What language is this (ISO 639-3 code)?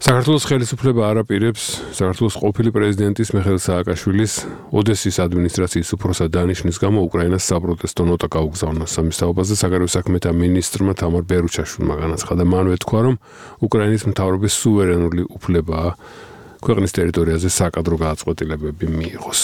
kat